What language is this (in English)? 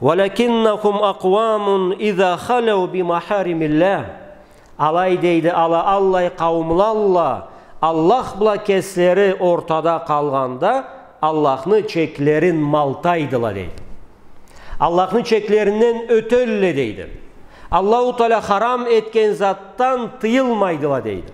Karachay-Balkar